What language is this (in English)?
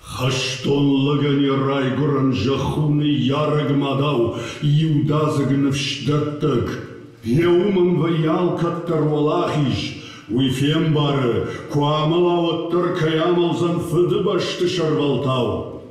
Ossetic